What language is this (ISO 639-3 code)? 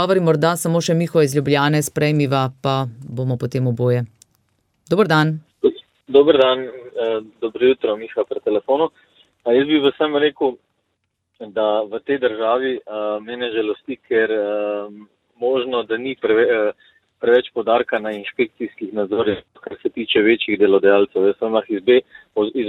slv